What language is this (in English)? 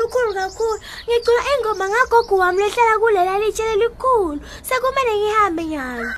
Swati